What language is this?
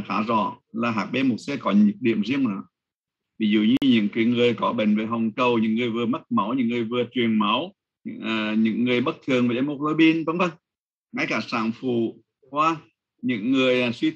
Vietnamese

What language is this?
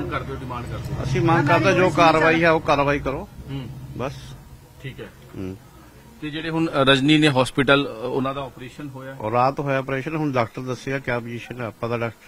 Punjabi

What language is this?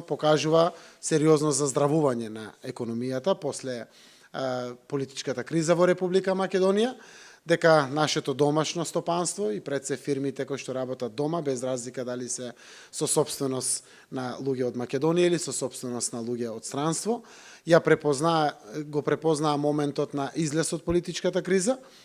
Macedonian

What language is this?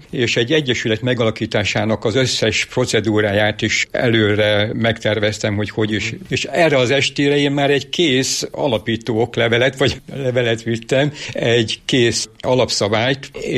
Hungarian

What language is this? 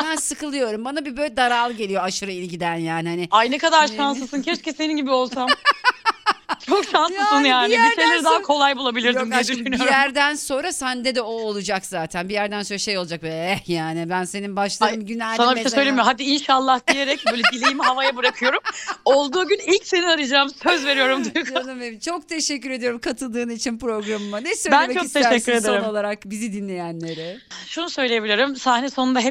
Turkish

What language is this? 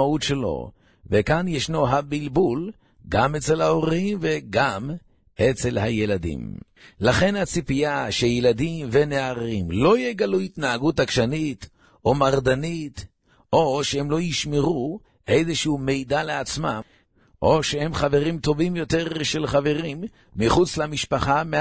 Hebrew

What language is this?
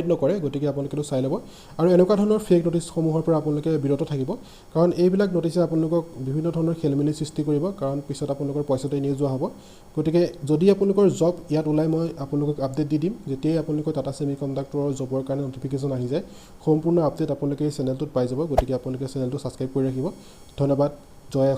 Assamese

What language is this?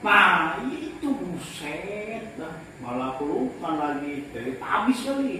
Betawi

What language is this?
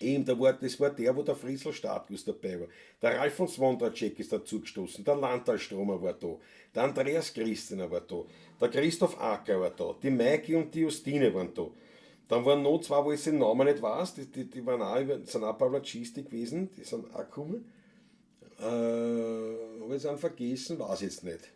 Bavarian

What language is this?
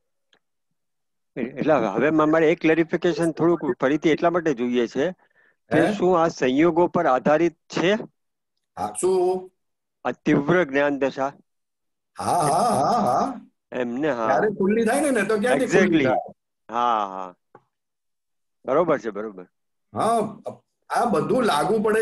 Gujarati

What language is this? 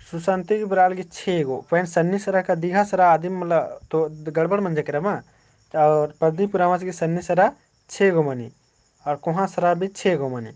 Kurukh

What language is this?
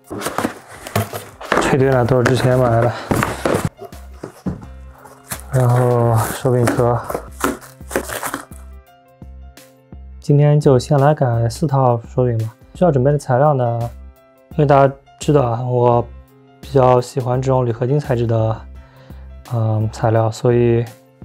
Chinese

